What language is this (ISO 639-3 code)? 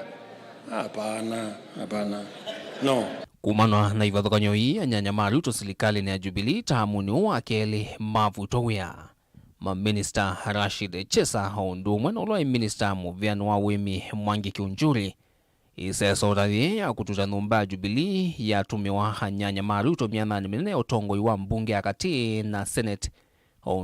kam